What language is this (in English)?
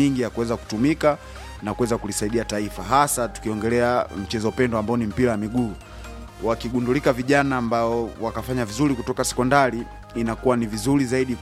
Swahili